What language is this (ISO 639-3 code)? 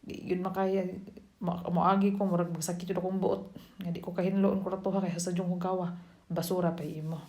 ceb